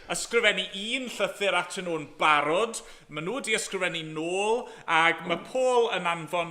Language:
Welsh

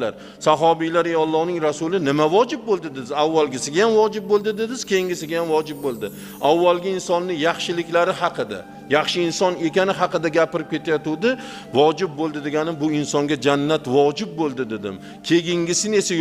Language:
Uzbek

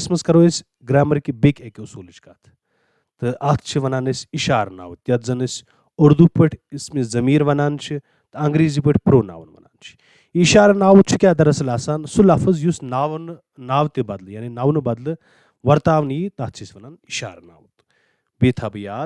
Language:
Kashmiri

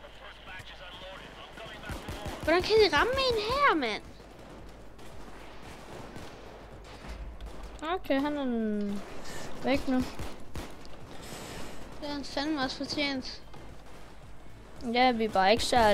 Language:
Danish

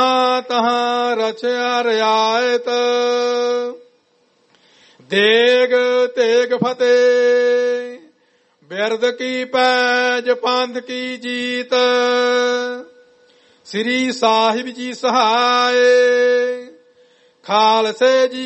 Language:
Punjabi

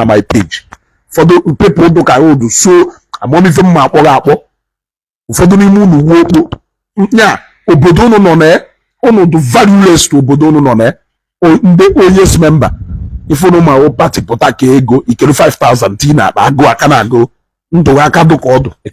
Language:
Igbo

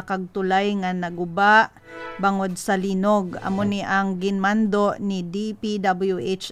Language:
Hiligaynon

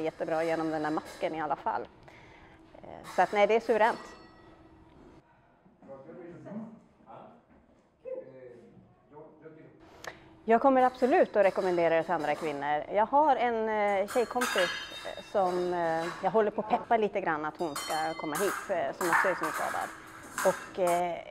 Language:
Swedish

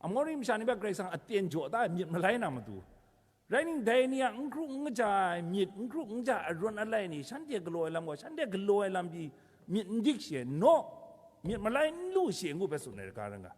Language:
Kachin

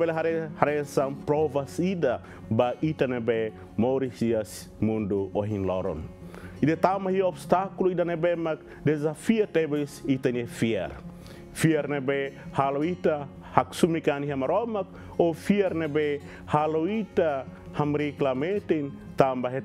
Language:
Tetum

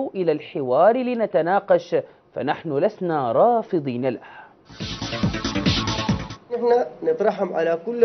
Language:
Arabic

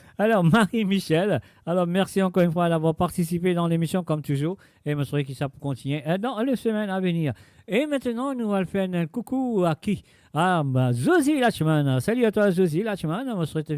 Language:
Morisyen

